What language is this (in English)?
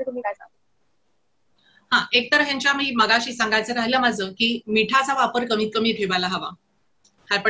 Marathi